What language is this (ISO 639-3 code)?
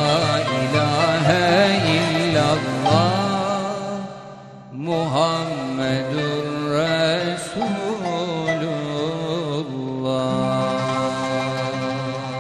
tur